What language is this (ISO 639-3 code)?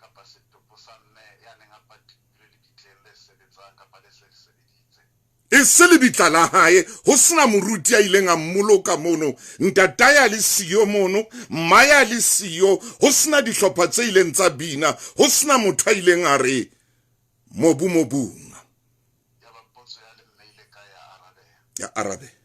sot